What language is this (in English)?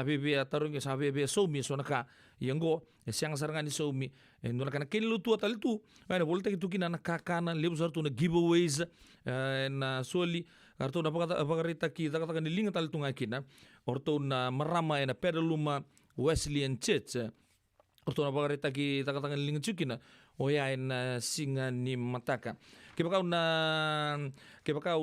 Fijian